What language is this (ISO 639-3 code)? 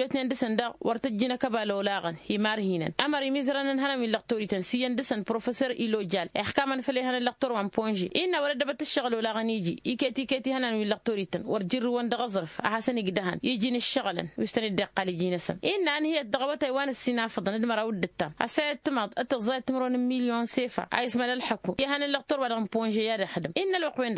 taq